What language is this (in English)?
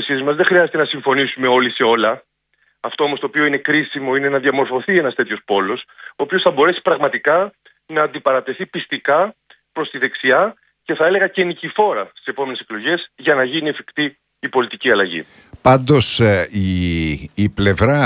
Greek